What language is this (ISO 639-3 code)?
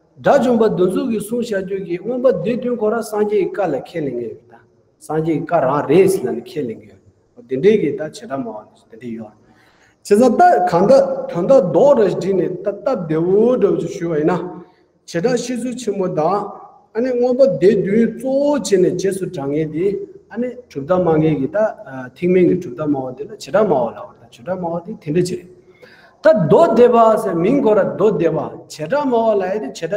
bod